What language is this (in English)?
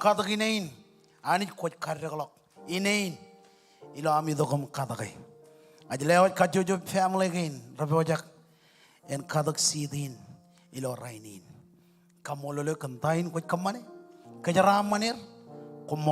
Marshallese